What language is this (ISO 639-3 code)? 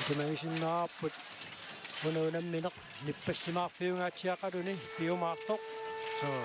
kal